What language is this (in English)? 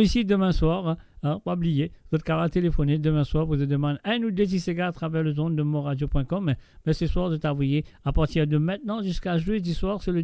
Morisyen